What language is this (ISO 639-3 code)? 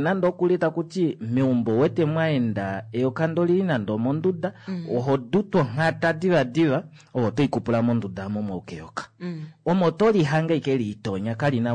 kua